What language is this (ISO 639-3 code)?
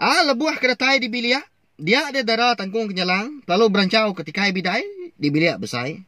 iba